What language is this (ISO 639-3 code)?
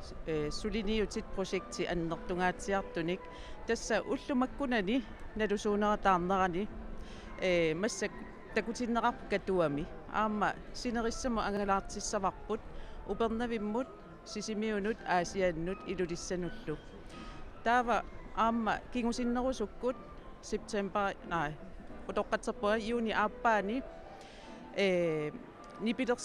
kal